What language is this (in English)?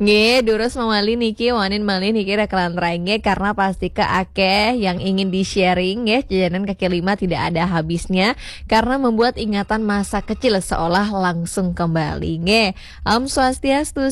Balinese